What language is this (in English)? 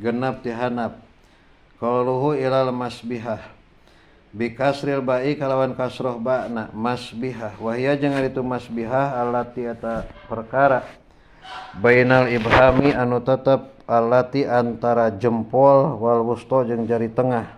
Sundanese